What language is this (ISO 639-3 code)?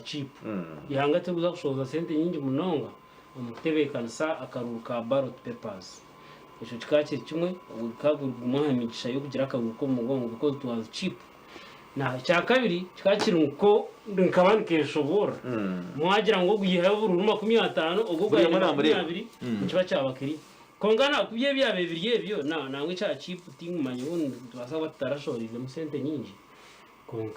nyn